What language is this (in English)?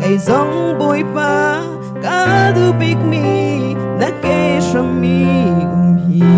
Hakha Chin